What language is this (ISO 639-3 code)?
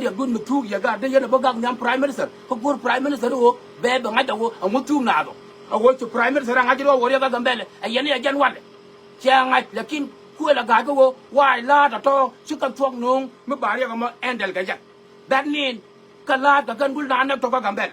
nus